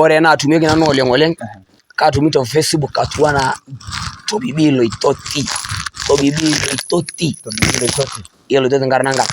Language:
Masai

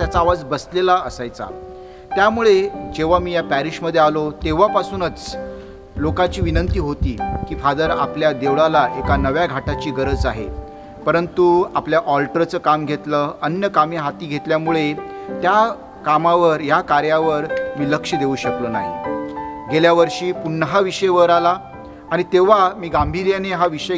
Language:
Marathi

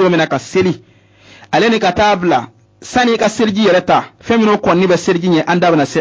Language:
Bambara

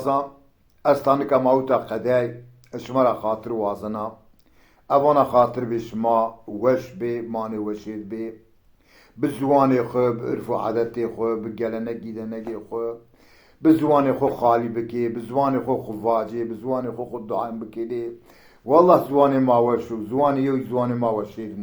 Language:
Zaza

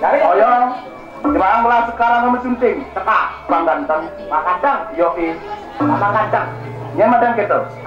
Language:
Balinese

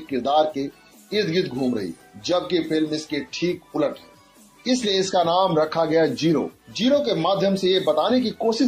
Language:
Hindi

